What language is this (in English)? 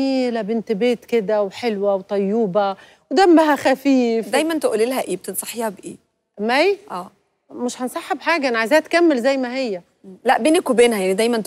Egyptian Arabic